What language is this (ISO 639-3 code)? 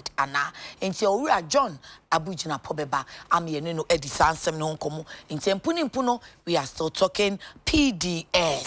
aka